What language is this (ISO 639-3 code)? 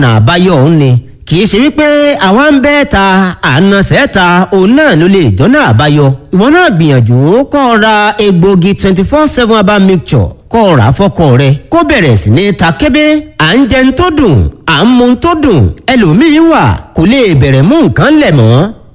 yor